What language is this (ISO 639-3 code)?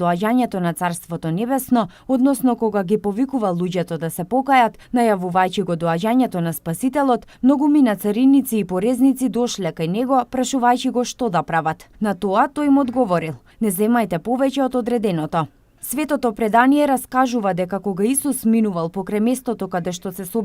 mkd